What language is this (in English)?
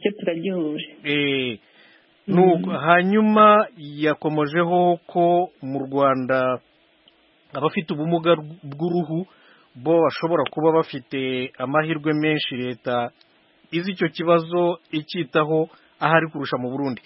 Kinyarwanda